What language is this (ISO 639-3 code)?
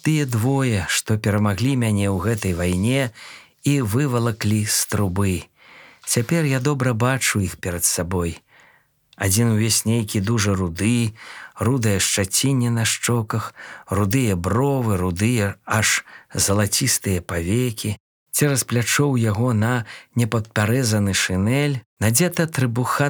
bel